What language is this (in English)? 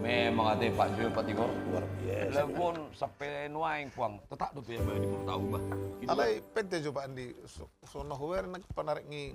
Batak Toba